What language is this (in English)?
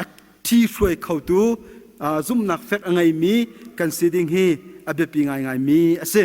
Hakha Chin